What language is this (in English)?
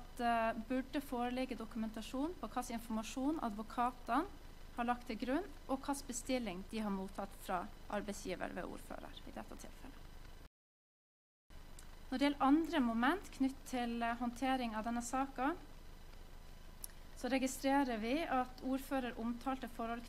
Norwegian